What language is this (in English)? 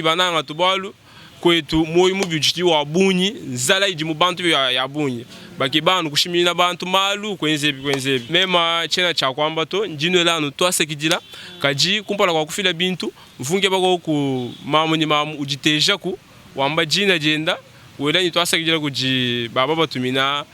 Luba-Lulua